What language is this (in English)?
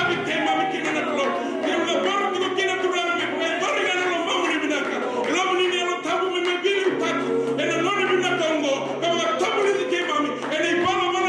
Fijian